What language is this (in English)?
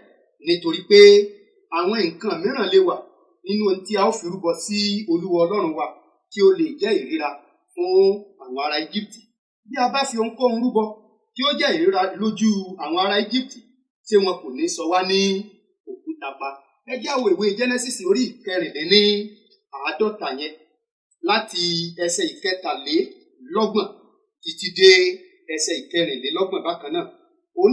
Yoruba